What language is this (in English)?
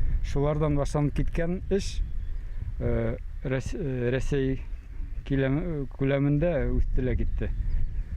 Bashkir